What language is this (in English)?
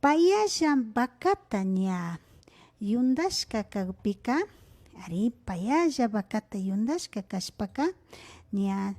Imbabura Highland Quichua